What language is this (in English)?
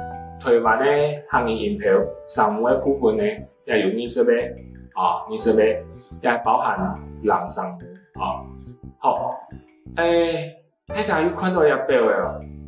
Hakka Chinese